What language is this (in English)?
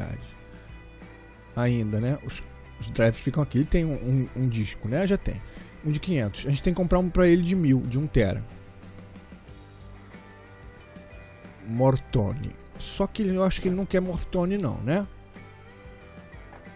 Portuguese